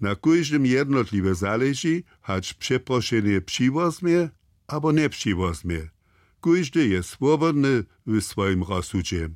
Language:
Upper Sorbian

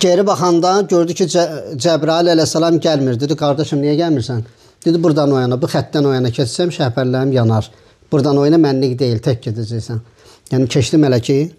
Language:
Azerbaijani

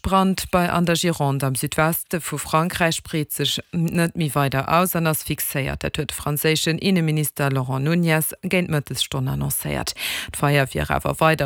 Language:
Luxembourgish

